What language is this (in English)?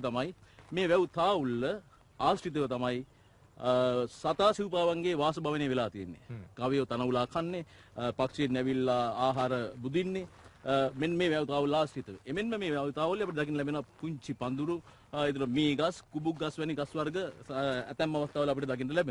Sinhala